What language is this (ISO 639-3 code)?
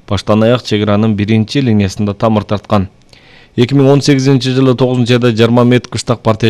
kir